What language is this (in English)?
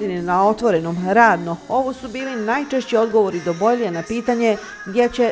Bosnian